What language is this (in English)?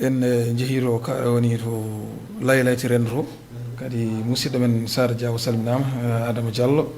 Fula